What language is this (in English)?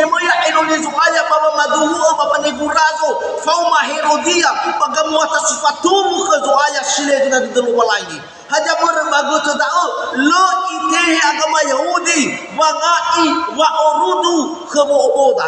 Nias